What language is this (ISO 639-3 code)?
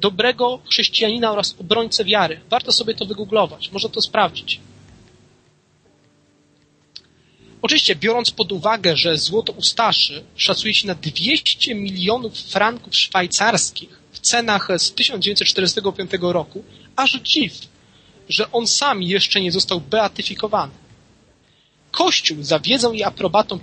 pol